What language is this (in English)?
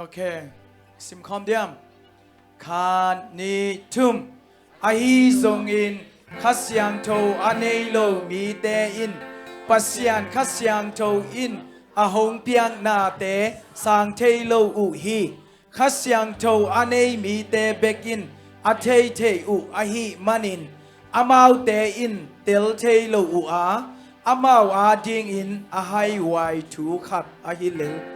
Tedim Chin